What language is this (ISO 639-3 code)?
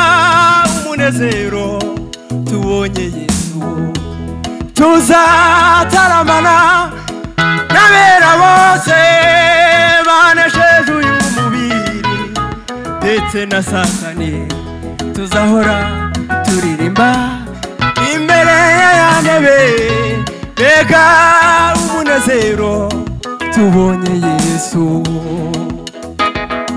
kin